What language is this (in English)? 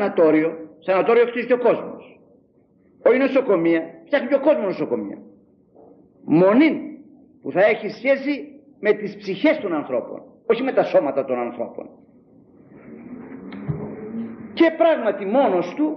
Greek